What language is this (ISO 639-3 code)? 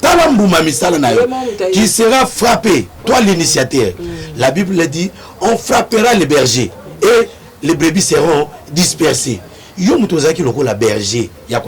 lin